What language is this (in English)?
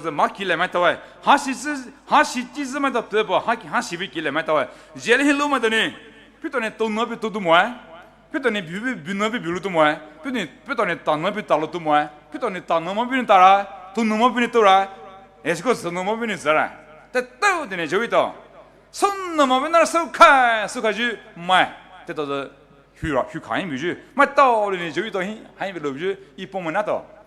Poumei Naga